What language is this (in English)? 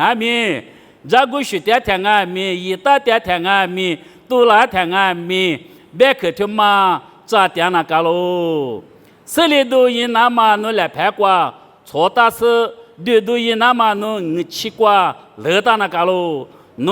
Lisu